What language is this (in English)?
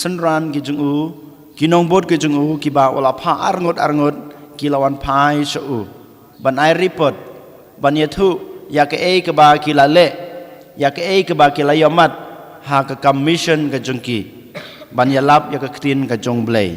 Khasi